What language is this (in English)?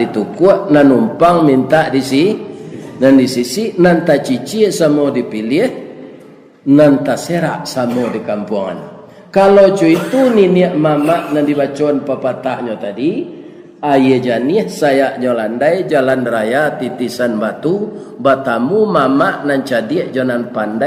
Minangkabau